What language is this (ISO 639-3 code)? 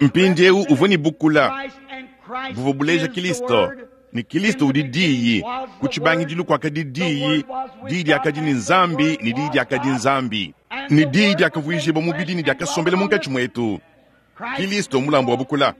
lua